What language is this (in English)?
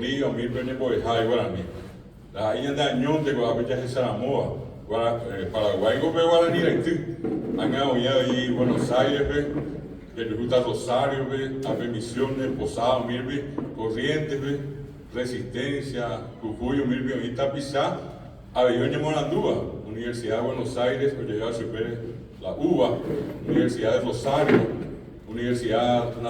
Guarani